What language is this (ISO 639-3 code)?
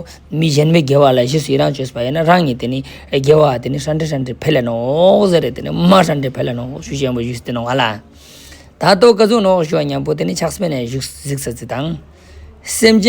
lbj